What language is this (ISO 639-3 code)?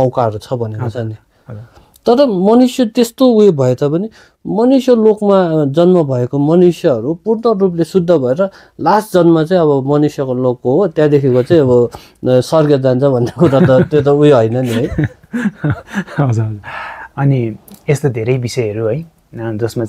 nep